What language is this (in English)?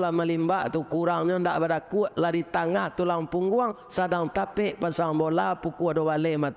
Minangkabau